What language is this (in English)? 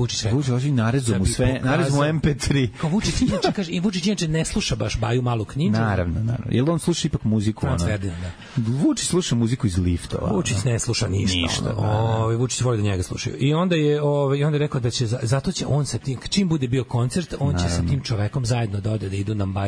Serbian